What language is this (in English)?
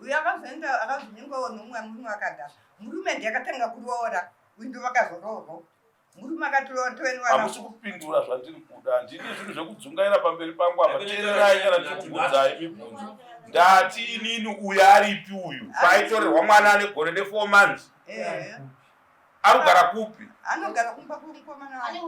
Shona